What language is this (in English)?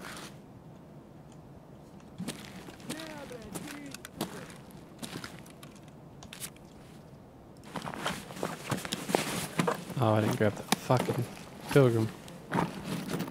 English